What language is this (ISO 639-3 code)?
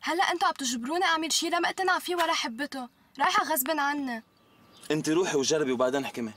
apc